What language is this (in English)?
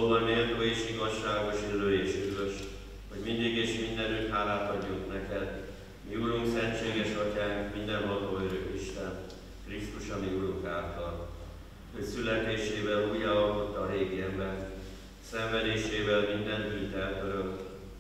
Hungarian